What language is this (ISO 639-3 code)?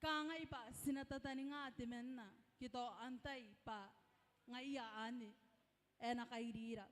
gil